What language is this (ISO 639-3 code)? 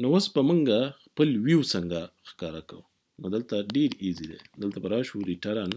pus